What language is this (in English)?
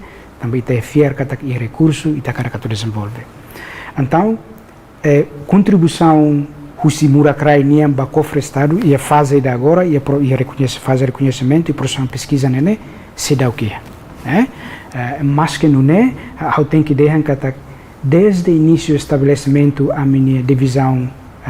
Tetum